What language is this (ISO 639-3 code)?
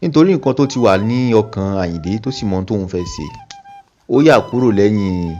yor